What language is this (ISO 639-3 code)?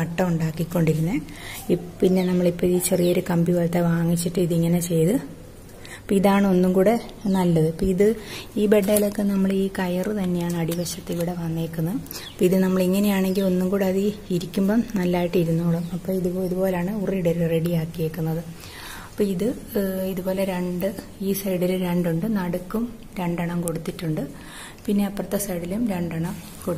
mal